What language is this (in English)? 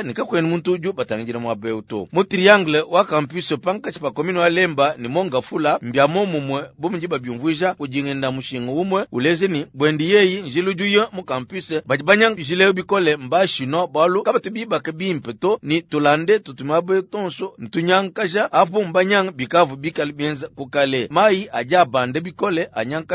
Luba-Lulua